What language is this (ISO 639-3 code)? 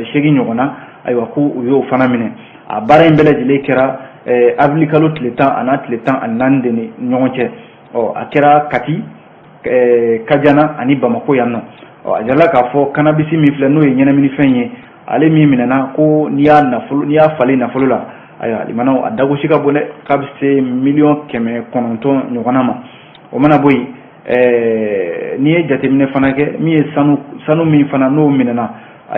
bam